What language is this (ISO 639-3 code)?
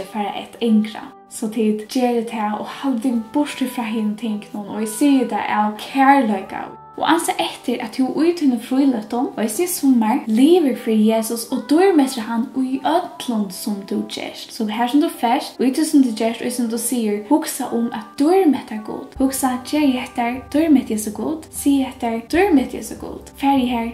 fao